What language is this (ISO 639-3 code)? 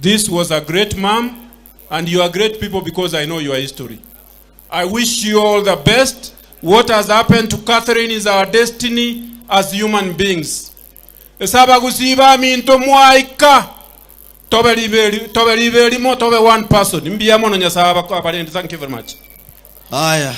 guz